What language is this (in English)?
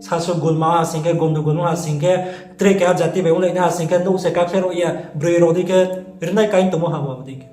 Riang (India)